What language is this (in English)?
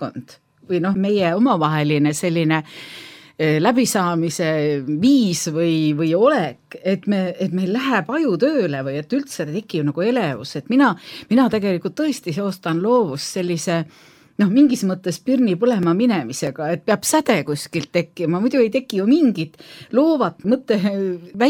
Estonian